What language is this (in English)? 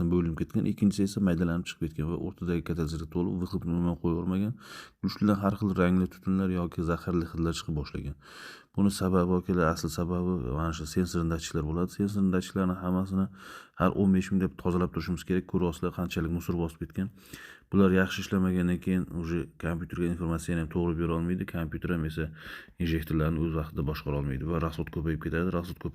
Uzbek